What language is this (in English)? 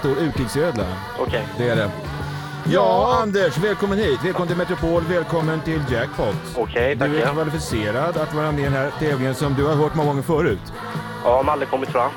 Swedish